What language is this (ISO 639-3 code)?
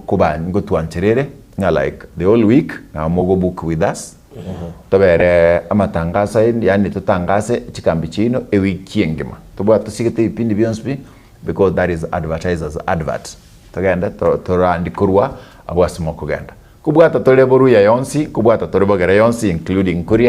guz